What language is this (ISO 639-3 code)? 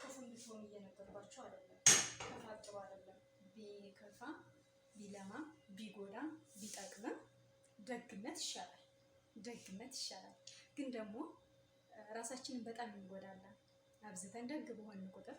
amh